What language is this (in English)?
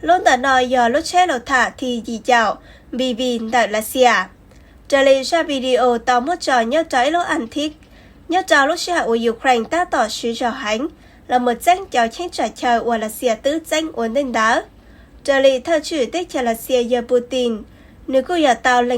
Hmong